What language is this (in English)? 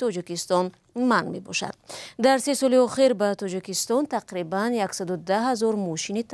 Tajik